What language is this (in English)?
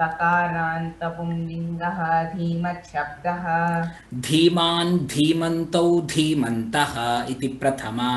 Sanskrit